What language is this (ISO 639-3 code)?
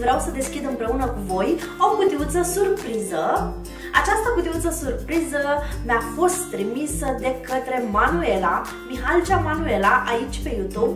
ron